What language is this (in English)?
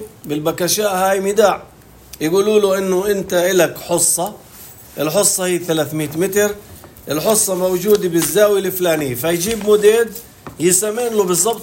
North Levantine Arabic